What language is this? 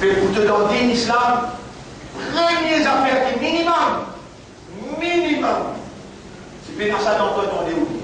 Morisyen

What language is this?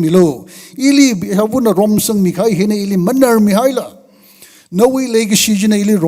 Tangkhul Naga (India)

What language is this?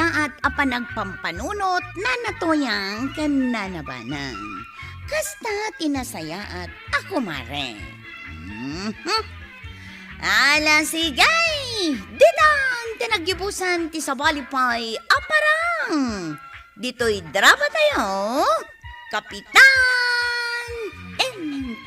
Iloko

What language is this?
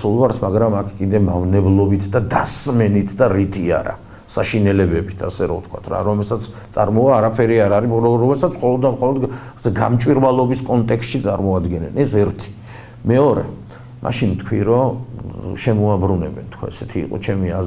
Georgian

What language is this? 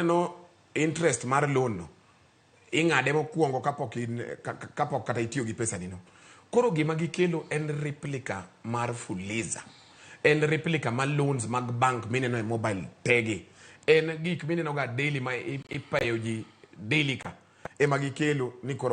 Luo (Kenya and Tanzania)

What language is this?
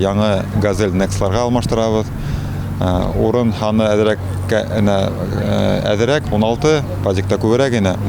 Bashkir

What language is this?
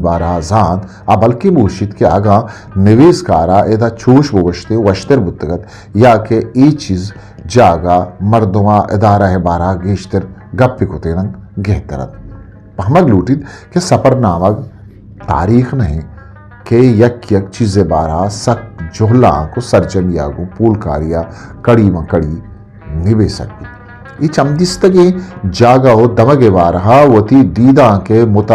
Eastern Balochi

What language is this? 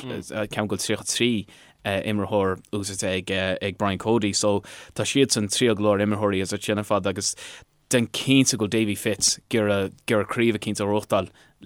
Irish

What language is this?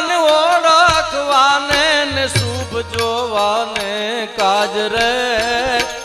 Gujarati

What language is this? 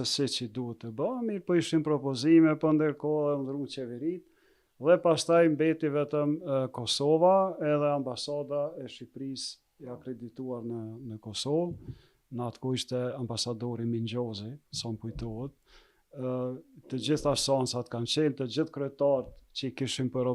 Albanian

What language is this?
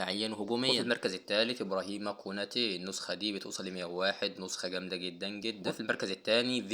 Egyptian Arabic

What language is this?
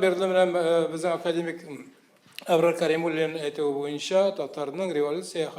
Tatar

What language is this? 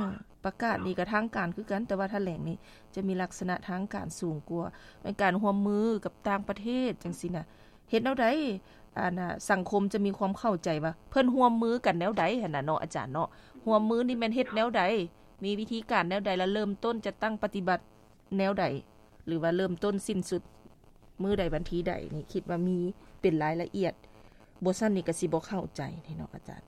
Lao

